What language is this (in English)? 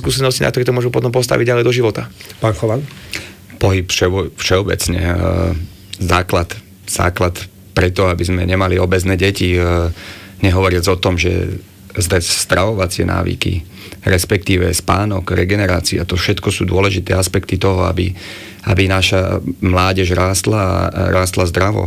Slovak